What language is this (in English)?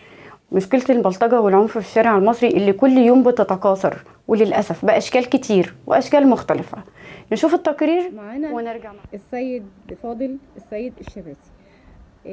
Egyptian Arabic